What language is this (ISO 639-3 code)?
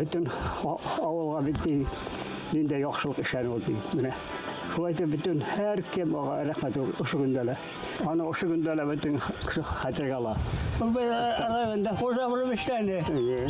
bak